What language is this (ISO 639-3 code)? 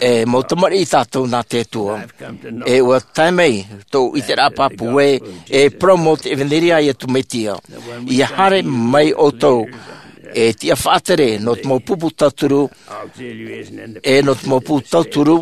tah